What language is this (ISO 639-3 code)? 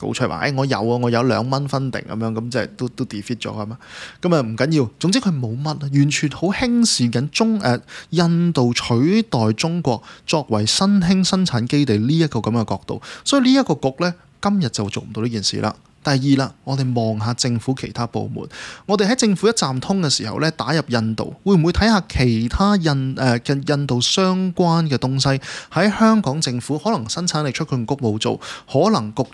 yue